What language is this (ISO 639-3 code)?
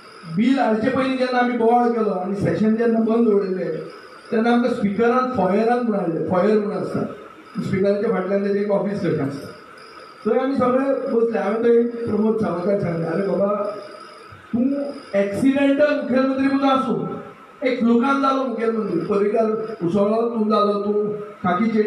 kok